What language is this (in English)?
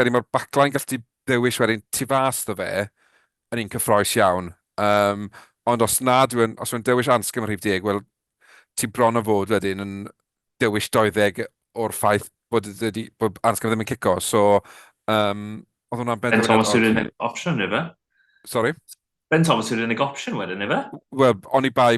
Welsh